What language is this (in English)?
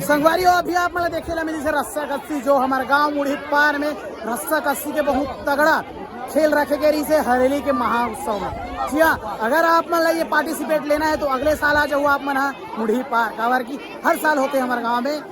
Chhattisgarhi